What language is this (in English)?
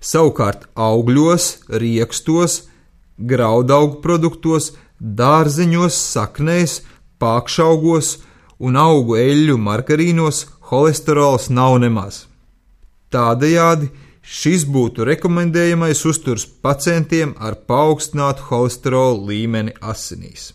Latvian